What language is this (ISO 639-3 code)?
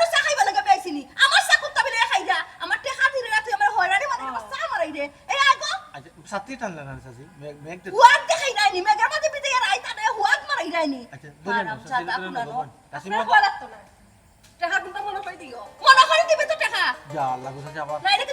syl